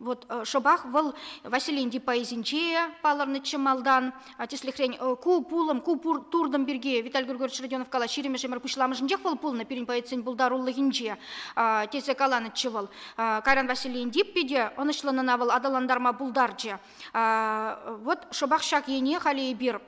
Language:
Chuvash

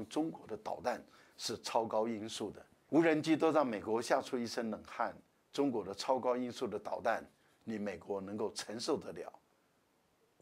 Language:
Chinese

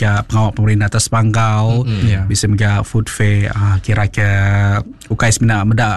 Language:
Iban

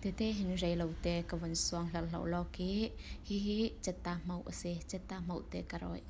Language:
Falam Chin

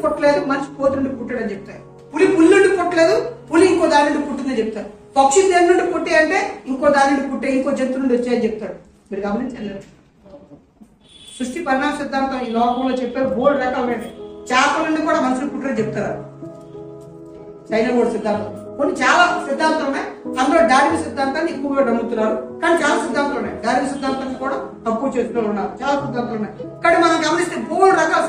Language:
Telugu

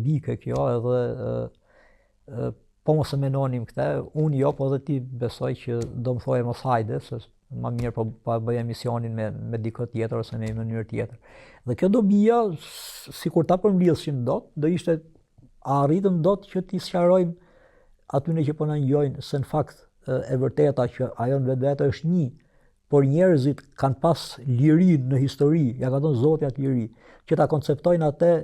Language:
Albanian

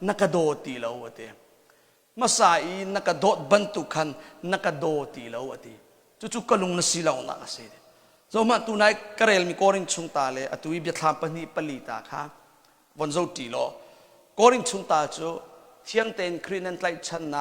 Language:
Hakha Chin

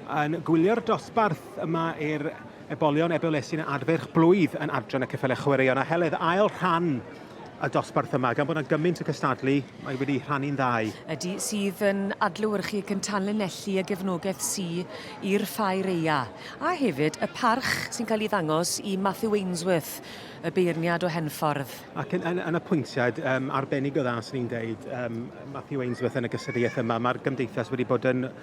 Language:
Welsh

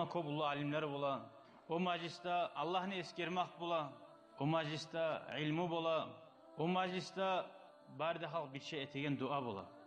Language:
Kumyk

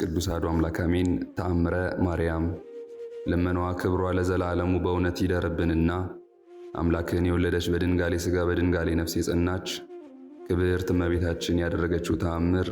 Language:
Amharic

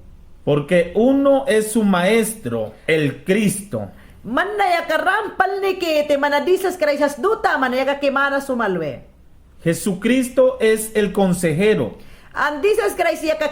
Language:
Mayangna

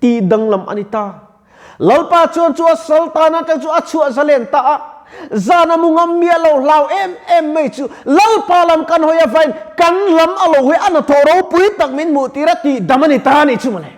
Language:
Mizo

